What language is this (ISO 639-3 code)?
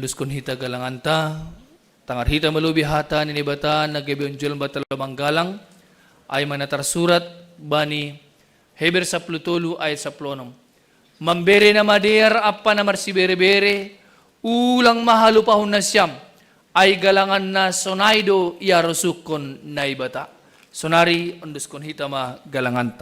bts